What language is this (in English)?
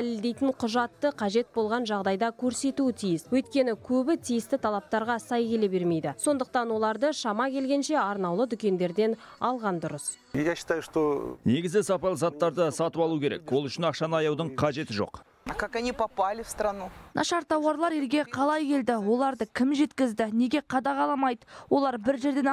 Kazakh